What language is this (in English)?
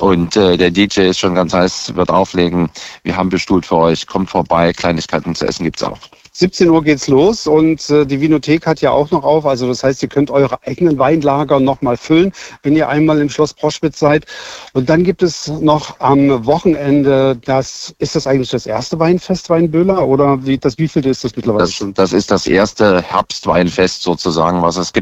German